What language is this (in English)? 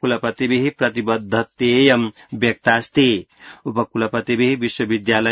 Sanskrit